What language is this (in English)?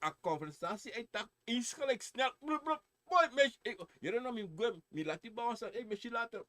Sranan Tongo